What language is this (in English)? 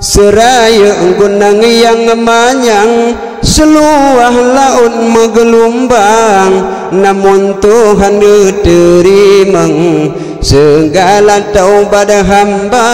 Achinese